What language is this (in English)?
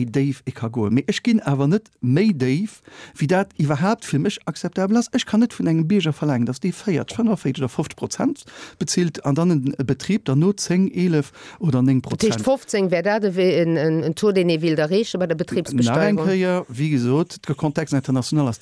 Luxembourgish